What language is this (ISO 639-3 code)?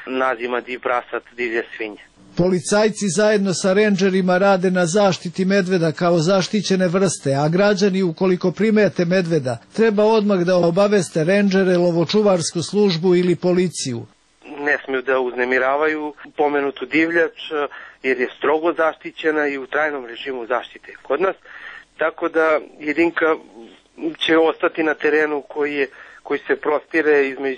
srp